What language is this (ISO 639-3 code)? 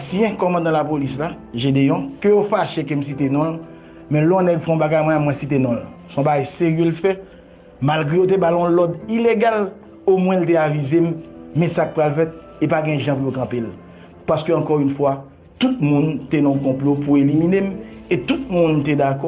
hat